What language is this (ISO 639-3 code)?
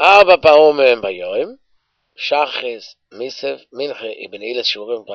yid